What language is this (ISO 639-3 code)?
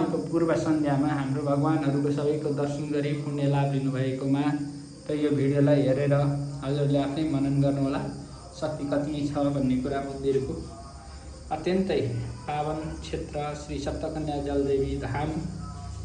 nep